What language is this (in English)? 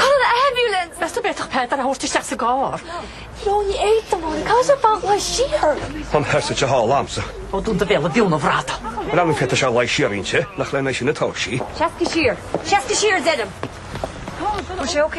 Irish